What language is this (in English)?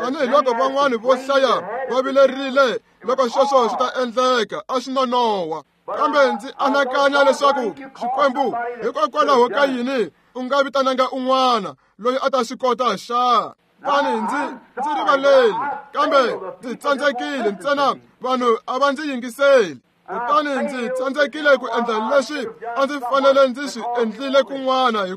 Tsonga